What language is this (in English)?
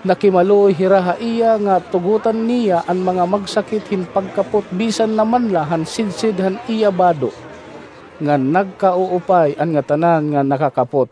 Waray